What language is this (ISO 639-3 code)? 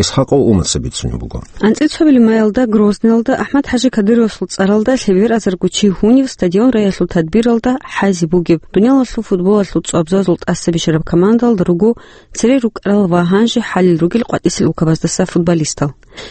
ava